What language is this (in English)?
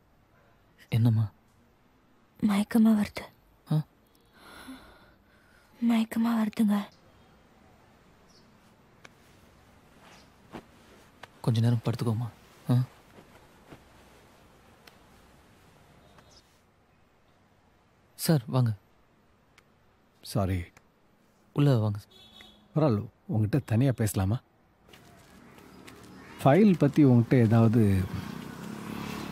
Tamil